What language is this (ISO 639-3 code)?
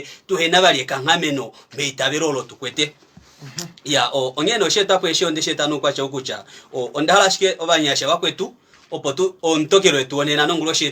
kua